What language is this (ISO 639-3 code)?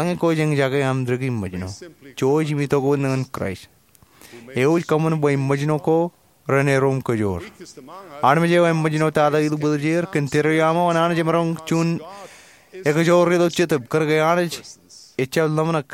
mah